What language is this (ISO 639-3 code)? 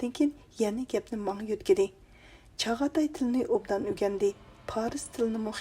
uig